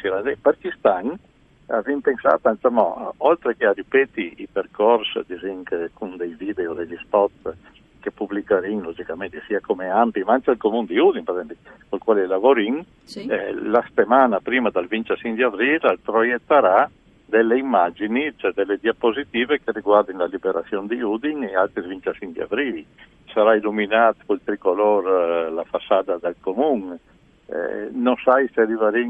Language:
Friulian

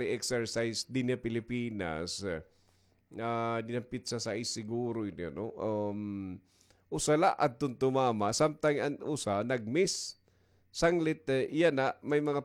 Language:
Waray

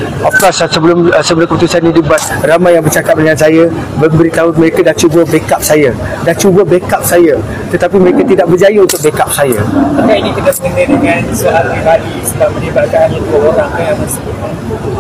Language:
Malay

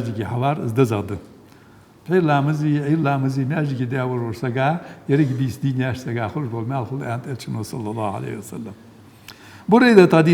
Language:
Ingush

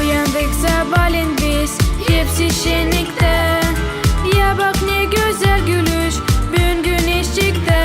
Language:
Gagauz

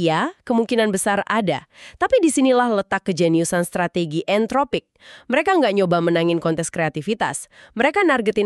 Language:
Indonesian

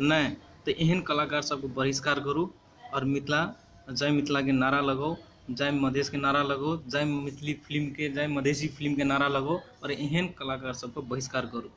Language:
Maithili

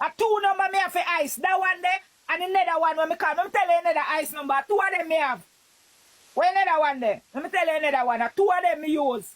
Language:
Jamaican Creole English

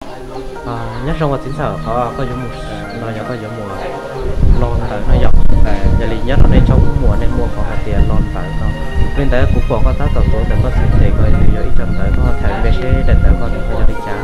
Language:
Hmong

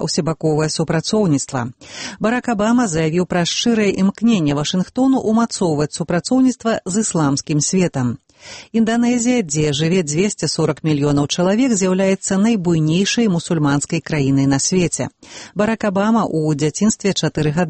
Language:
Belarusian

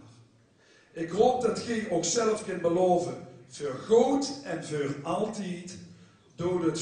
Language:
Limburgish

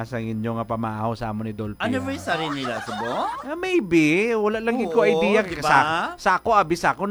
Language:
Hiligaynon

